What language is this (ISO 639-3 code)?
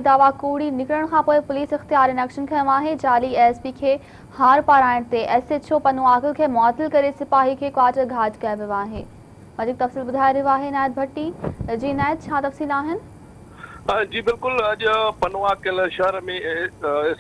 snd